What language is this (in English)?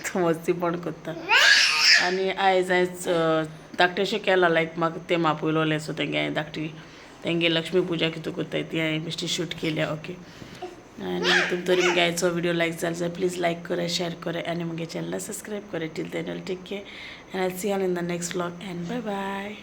Konkani